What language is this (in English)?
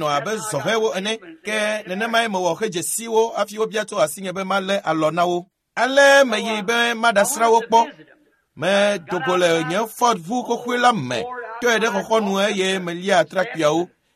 Ewe